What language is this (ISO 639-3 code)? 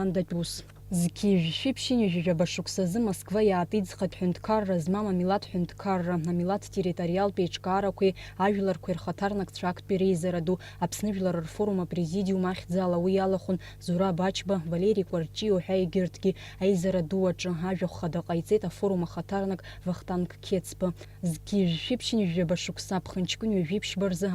abk